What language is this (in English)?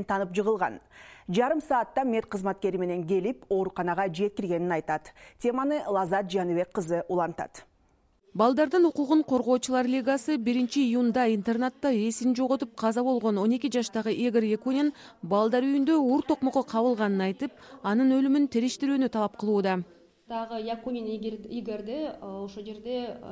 Kyrgyz